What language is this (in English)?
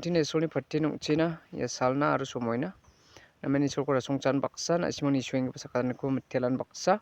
Garo